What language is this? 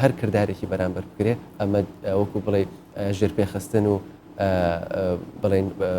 Central Kurdish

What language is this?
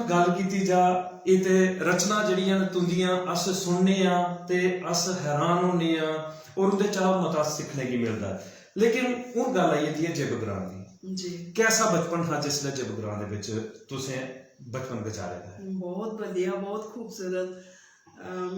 Dogri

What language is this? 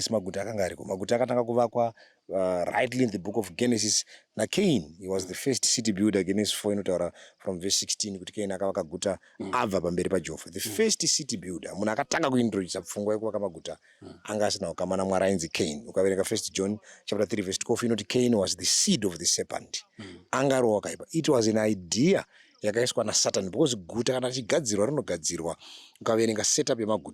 Shona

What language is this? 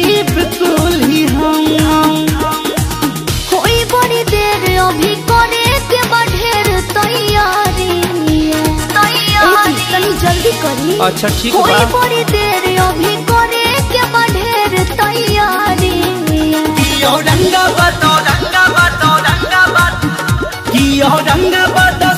Bhojpuri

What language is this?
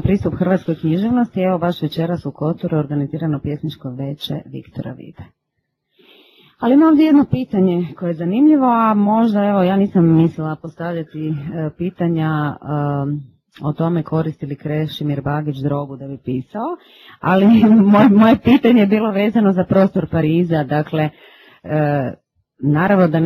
Croatian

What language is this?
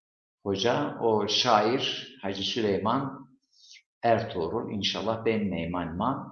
Zaza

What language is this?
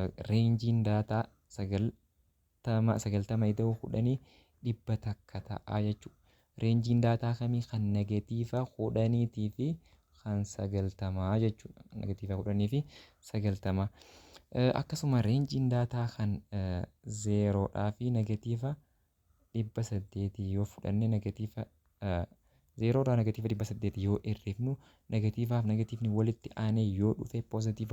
Oromo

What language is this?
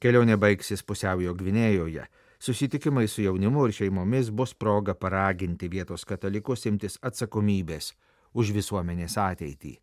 Lithuanian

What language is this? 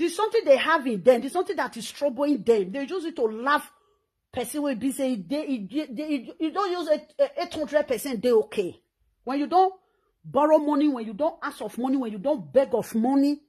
Nigerian Pidgin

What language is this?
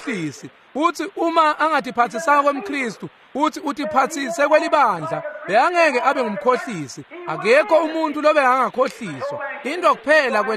Swati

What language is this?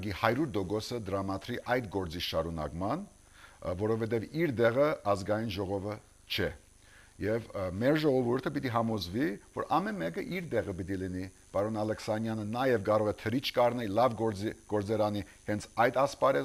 Armenian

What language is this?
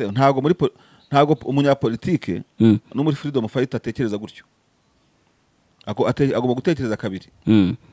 Kinyarwanda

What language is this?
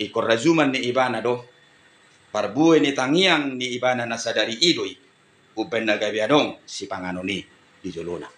Batak Toba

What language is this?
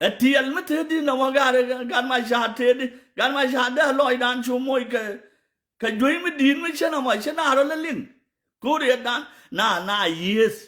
Nuer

